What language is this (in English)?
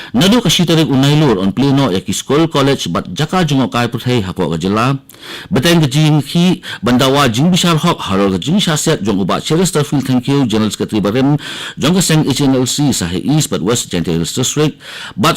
Khasi